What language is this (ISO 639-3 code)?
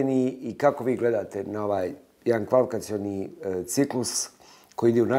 bos